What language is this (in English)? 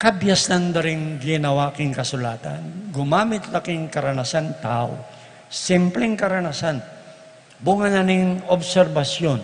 Pampanga